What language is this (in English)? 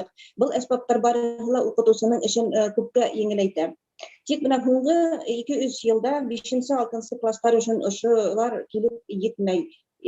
Bashkir